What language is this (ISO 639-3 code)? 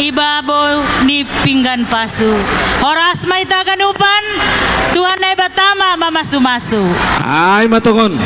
bts